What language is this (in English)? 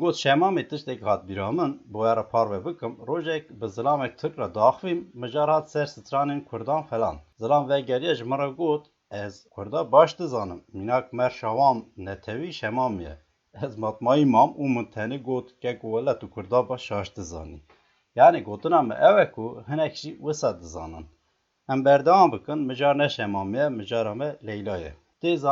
Kurdish